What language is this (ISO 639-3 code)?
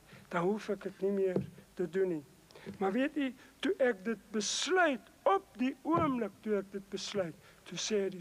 afr